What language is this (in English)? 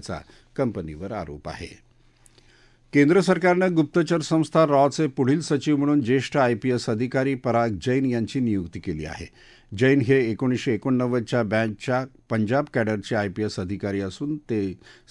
Marathi